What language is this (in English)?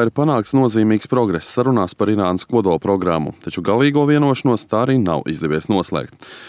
Latvian